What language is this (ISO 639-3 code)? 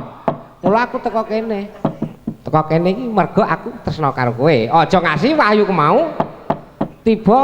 jav